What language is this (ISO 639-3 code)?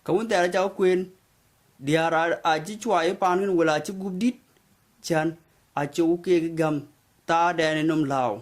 din